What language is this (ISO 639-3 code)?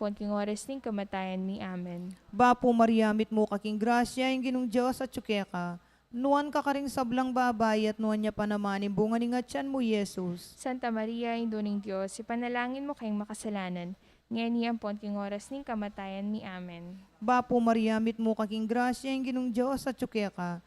pam